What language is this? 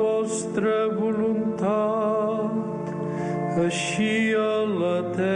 Catalan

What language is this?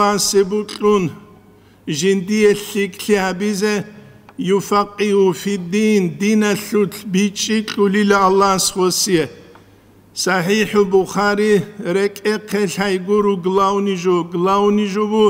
Avaric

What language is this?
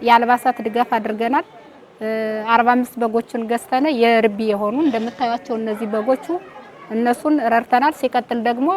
Amharic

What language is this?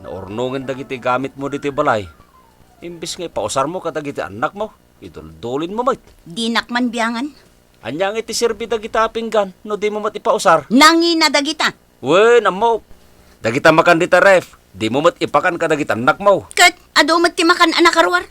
Iloko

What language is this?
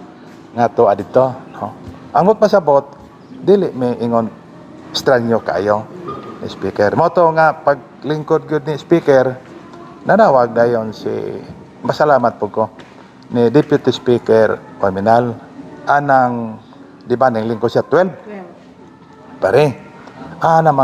Cebuano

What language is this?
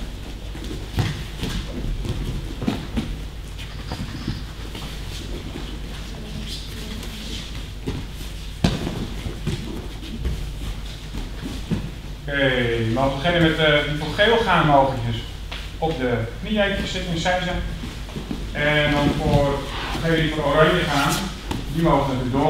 Dutch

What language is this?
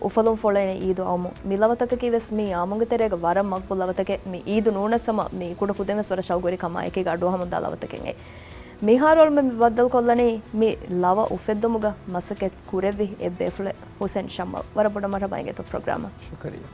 Divehi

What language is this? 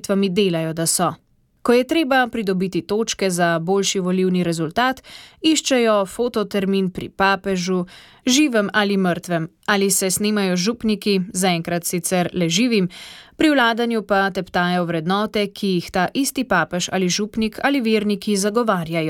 Slovenian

